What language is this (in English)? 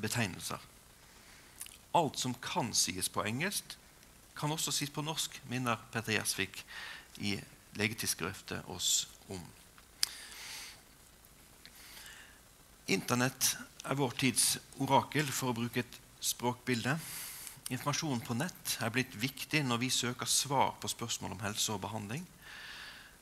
Norwegian